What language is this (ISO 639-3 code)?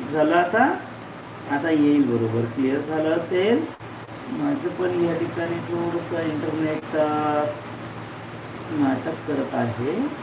mar